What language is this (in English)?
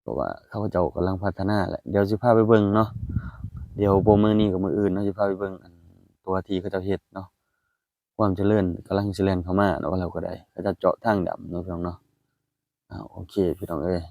Lao